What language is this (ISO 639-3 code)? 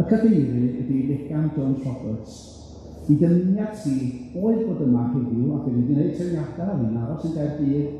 cym